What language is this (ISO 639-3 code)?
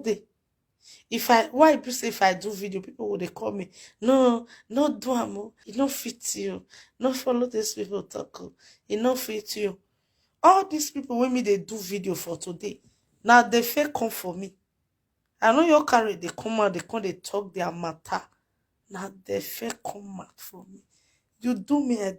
pcm